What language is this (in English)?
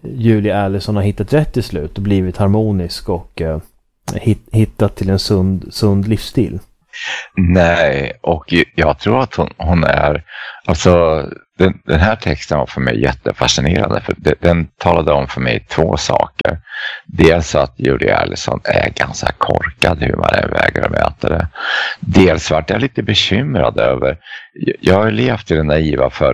Swedish